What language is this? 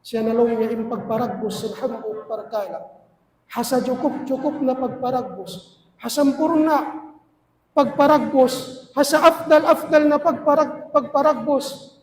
Tausug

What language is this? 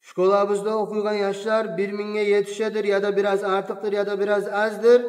Kumyk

